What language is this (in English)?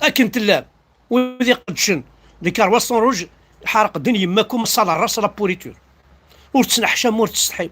Kabyle